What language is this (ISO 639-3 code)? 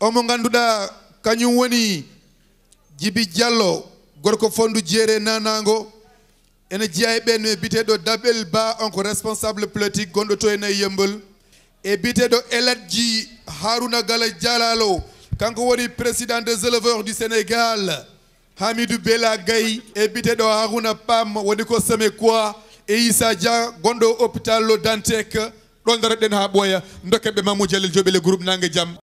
ful